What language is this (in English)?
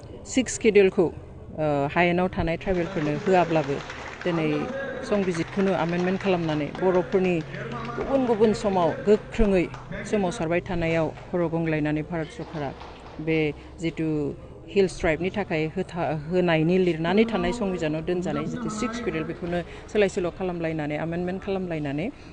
Bodo